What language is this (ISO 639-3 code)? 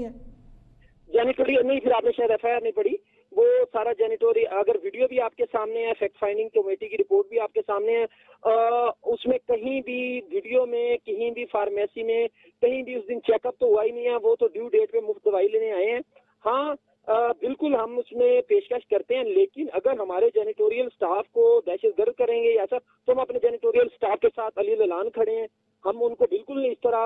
urd